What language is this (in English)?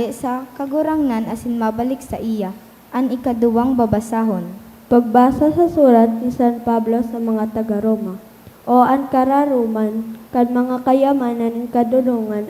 Bikol